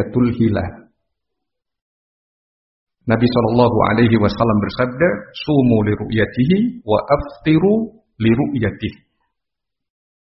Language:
Indonesian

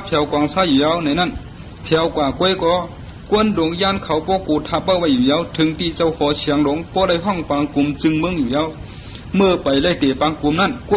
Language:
Shan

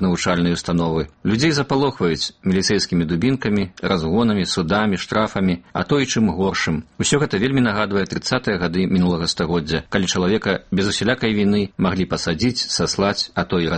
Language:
Belarusian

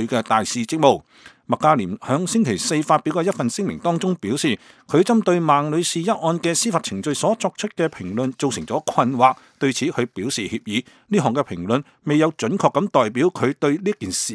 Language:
Cantonese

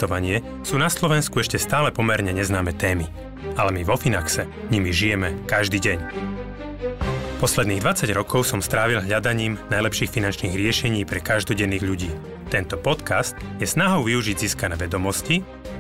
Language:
Slovak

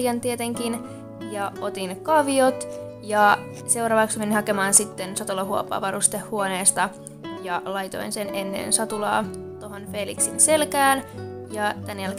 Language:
Finnish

